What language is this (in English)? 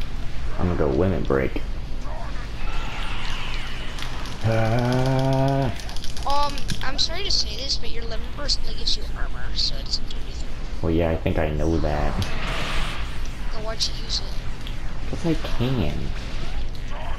English